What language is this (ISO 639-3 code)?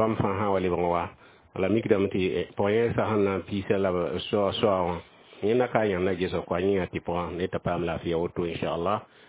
mos